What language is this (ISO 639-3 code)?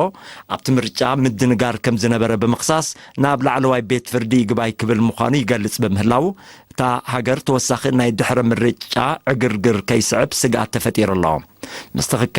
tir